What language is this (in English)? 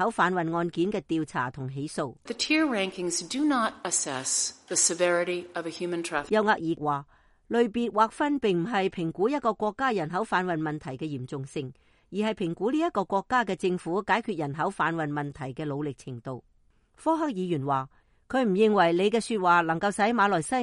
Cantonese